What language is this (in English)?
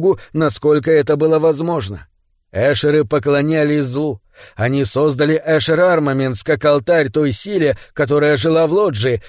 Russian